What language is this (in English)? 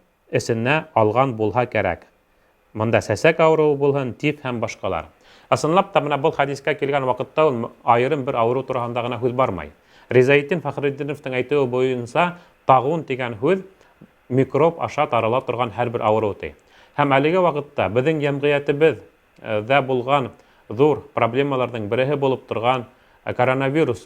Bashkir